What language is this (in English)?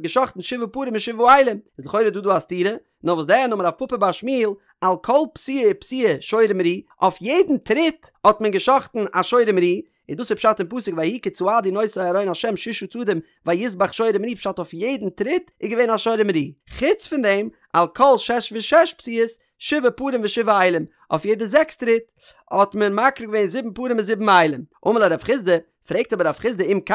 Yiddish